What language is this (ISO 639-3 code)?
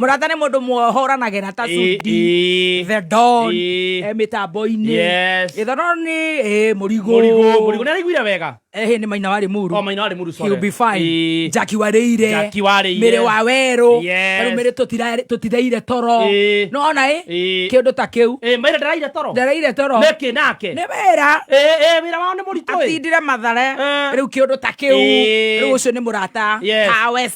kik